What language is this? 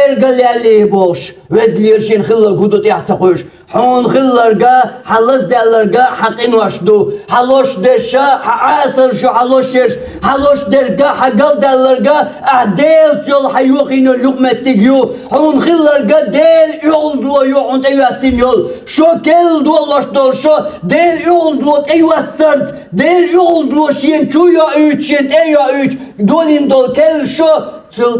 Chechen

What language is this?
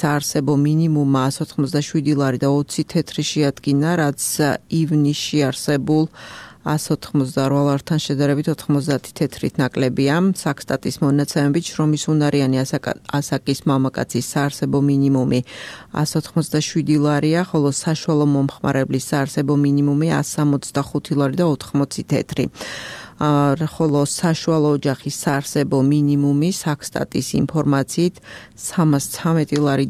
Georgian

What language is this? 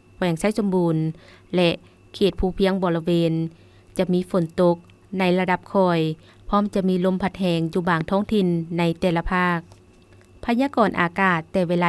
Lao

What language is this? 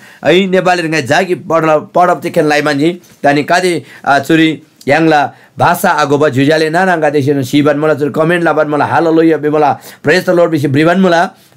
Eastern Tamang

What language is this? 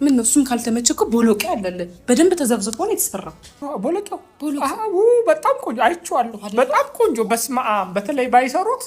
Amharic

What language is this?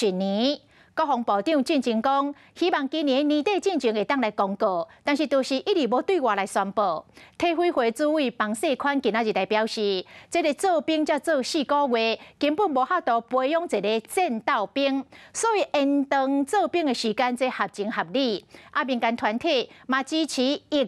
Min Nan Chinese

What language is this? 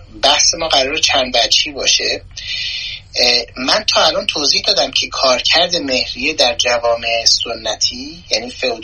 Persian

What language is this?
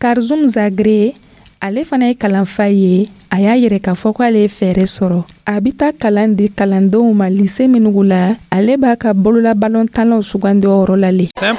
Dyula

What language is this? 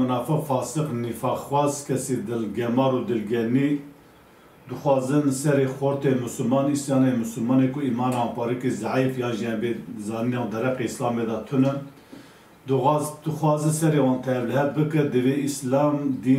Kurdish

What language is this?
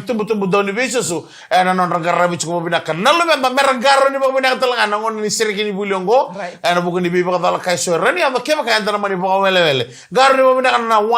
Fijian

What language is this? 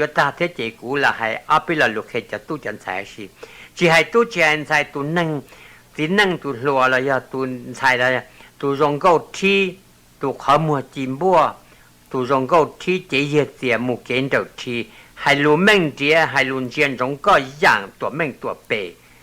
Hmong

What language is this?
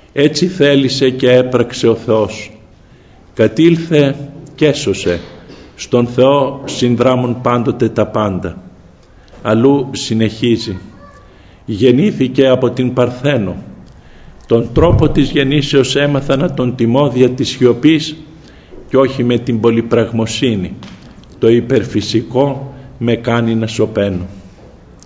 Greek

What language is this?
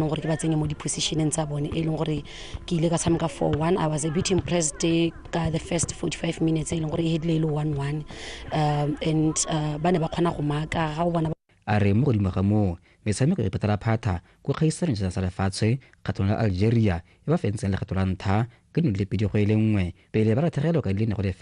Tswana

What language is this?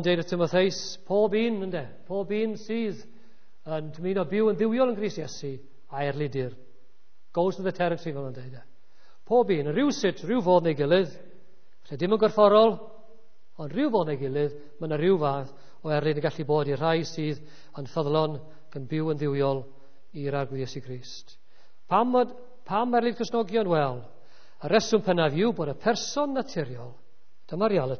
Welsh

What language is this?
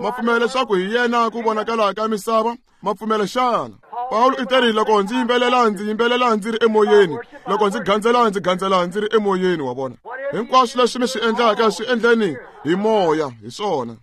Tsonga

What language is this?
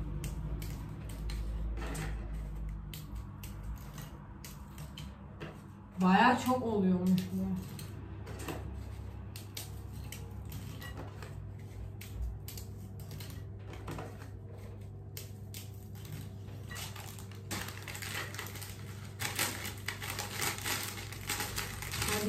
Turkish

